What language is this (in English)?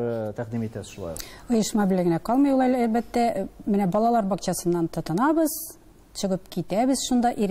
Tatar